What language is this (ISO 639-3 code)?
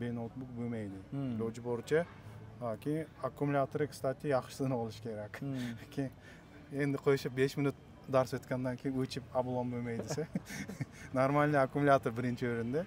uzb